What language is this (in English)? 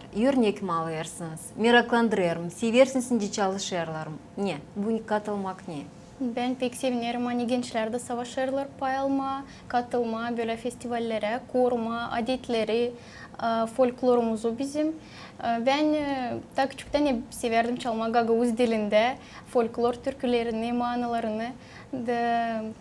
Gagauz